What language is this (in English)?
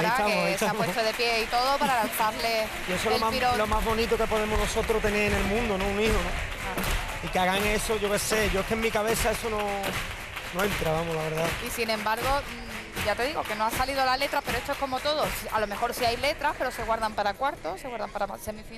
Spanish